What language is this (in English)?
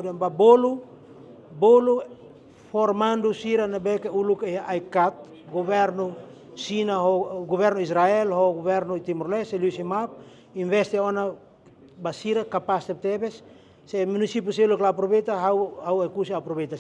Tetum